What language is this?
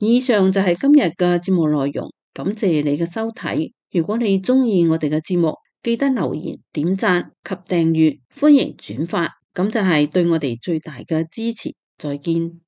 Cantonese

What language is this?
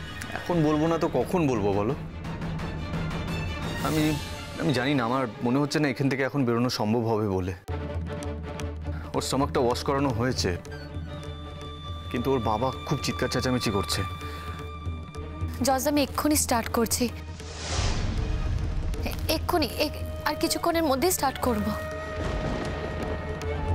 Bangla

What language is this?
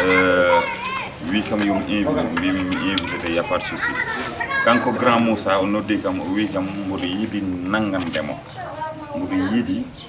Fula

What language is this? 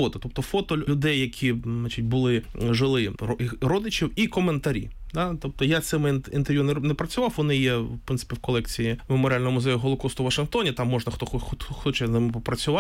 Ukrainian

